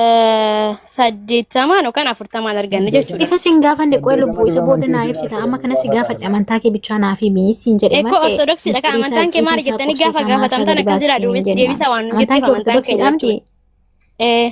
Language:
Oromo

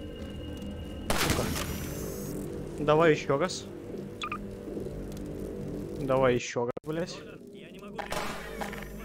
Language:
Russian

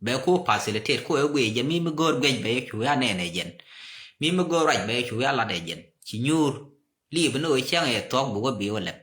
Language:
Nuer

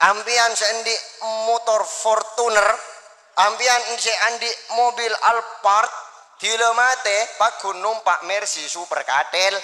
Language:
Madurese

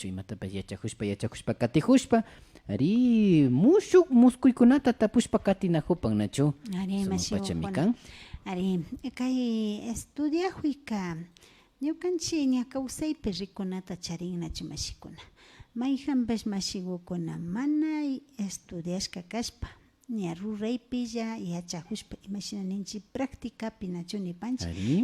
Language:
Imbabura Highland Quichua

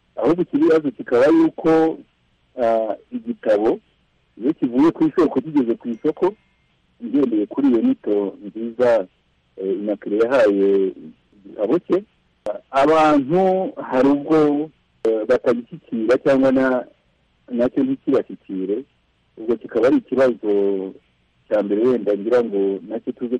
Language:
Kinyarwanda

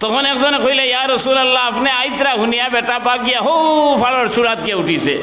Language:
Sylheti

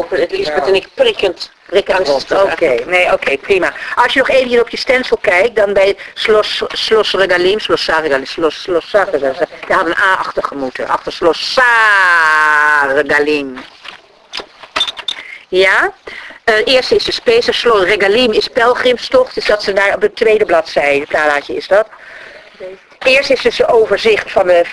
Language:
Dutch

